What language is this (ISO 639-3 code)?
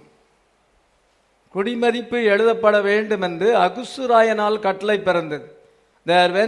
tam